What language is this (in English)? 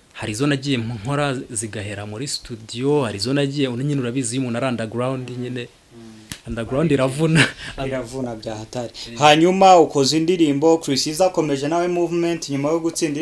Kinyarwanda